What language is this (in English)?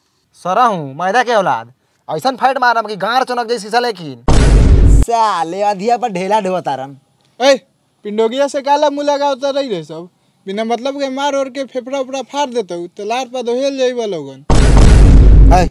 Bhojpuri